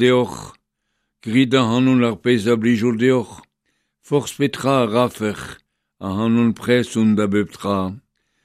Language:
Breton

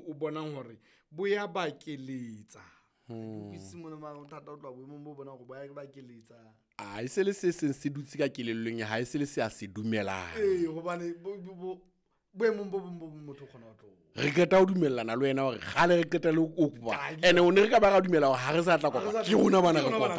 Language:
Southern Sotho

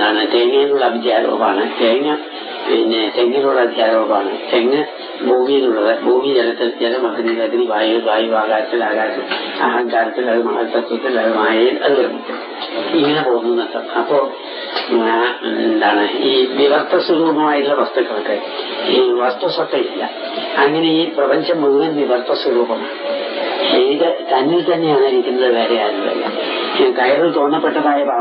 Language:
Malayalam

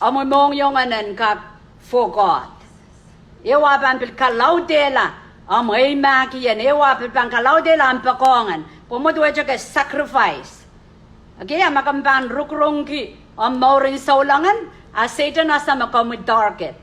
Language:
Pohnpeian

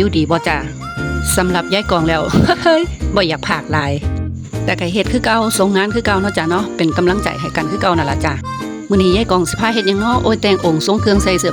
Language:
Lao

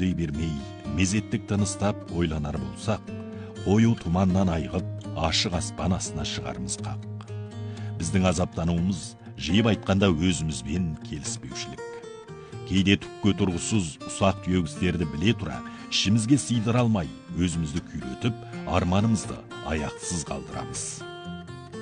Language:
Kazakh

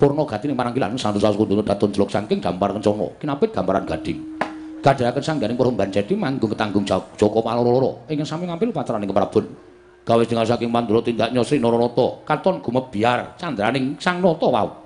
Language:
Javanese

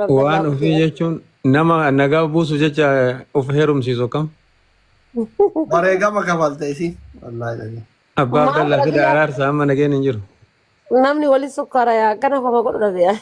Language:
Oromo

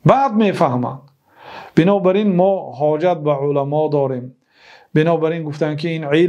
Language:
Tajik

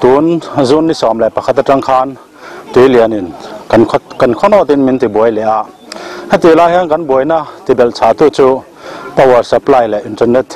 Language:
Mizo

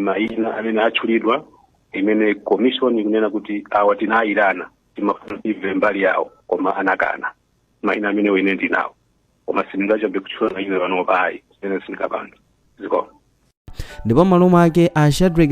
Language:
Nyanja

